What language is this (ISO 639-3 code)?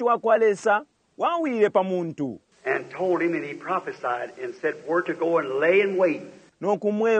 bem